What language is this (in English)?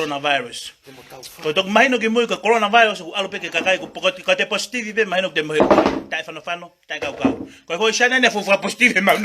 Tongan